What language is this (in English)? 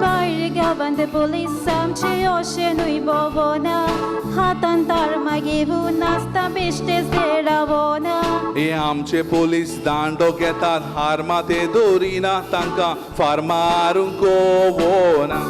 Konkani